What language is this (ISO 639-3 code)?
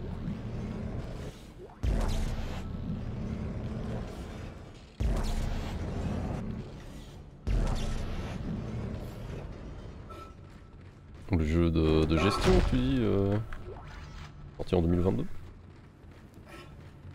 fra